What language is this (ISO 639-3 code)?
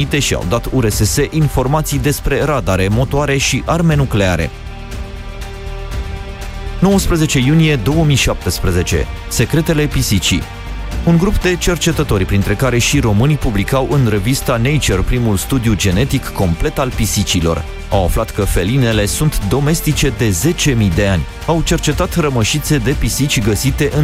ron